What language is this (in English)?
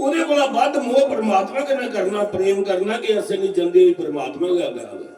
Dogri